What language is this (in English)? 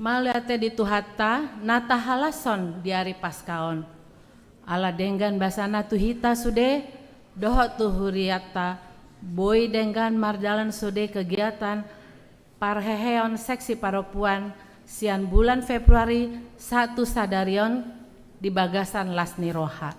Batak Toba